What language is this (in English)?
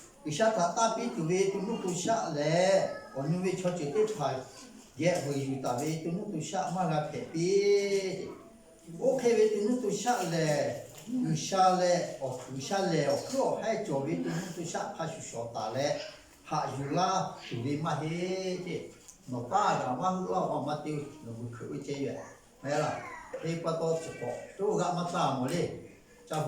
Lahu